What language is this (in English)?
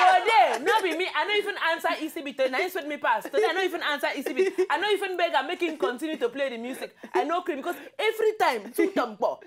Nigerian Pidgin